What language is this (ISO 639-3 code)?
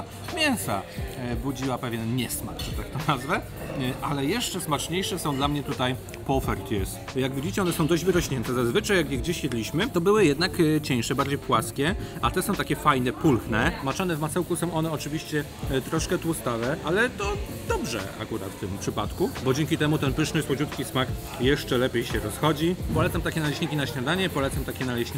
pol